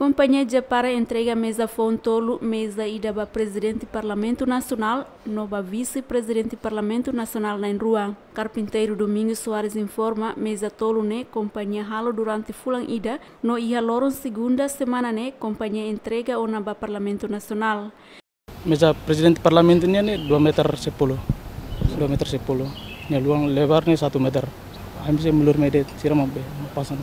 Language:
Tetum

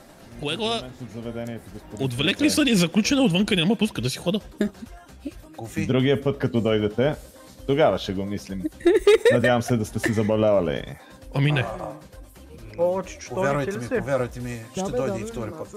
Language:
Bulgarian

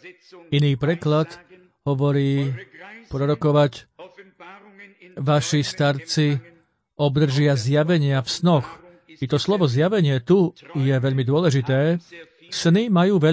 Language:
Slovak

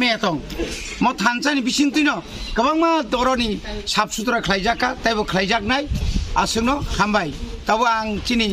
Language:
Kok Borok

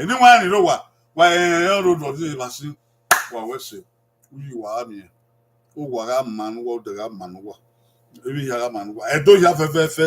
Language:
Bini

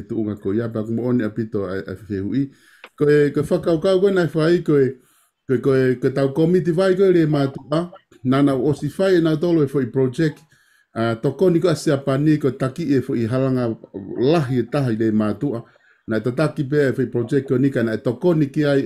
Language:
Tongan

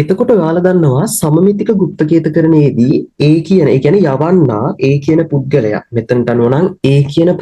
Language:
Sinhala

